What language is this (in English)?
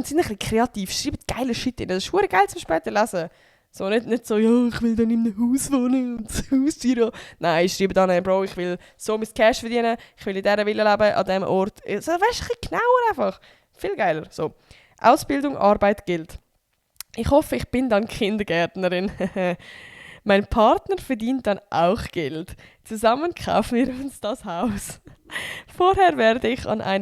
Swiss German